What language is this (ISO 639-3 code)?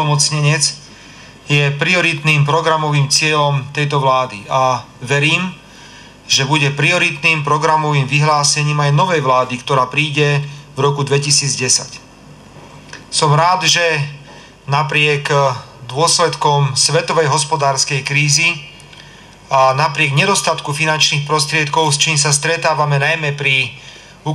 slk